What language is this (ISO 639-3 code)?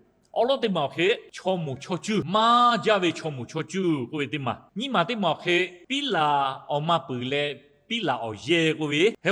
lhu